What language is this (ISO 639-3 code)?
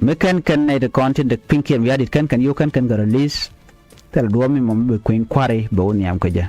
nus